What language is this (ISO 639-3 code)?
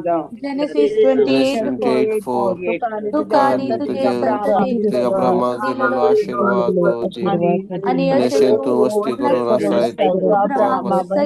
kok